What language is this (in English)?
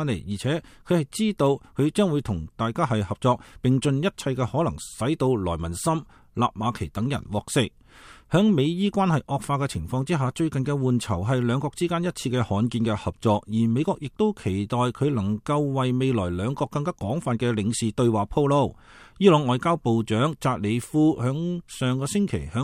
Cantonese